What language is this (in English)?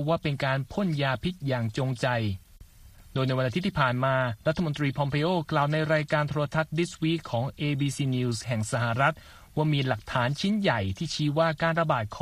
Thai